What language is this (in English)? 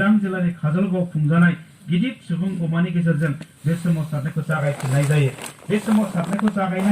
Bodo